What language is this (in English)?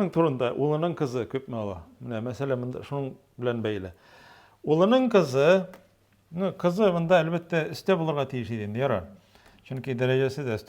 Tatar